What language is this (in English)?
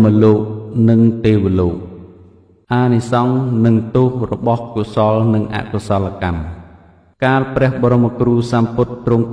Khmer